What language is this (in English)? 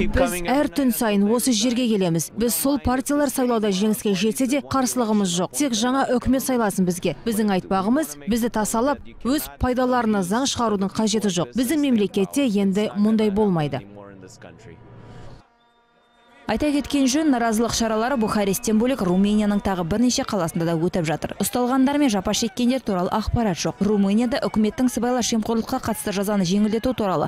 Kazakh